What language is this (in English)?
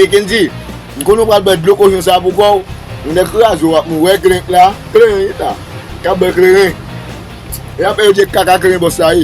Haitian Creole